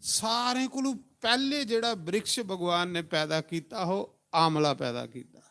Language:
Dogri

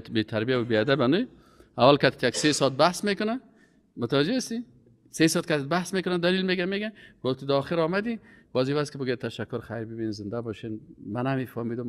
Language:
Persian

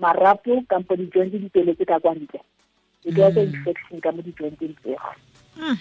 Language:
Tswana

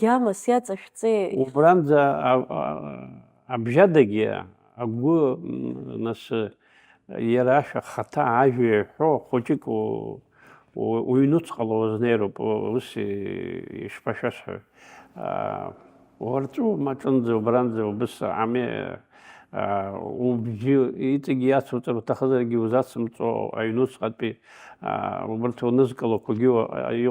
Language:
Abkhazian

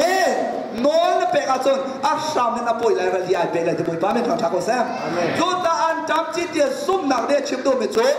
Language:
Hakha Chin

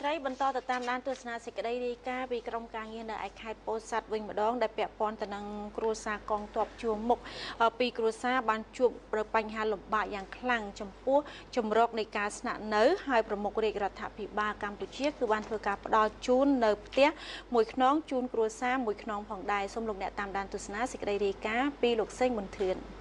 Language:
Khmer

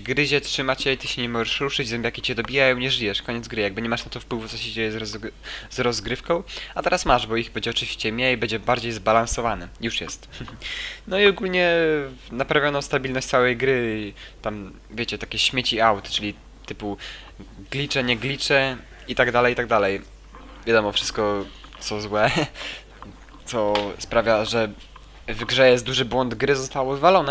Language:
Polish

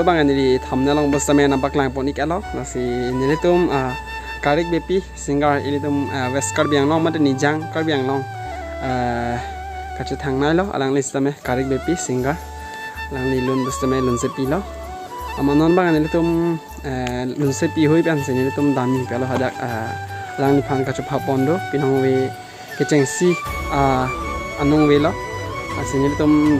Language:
Karbi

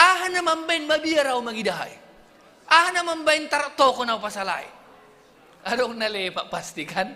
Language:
Batak Simalungun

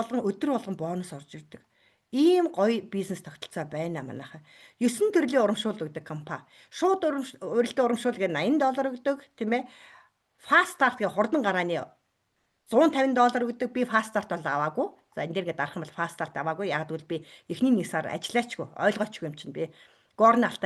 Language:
Mongolian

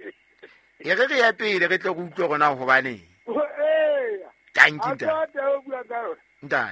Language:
Southern Sotho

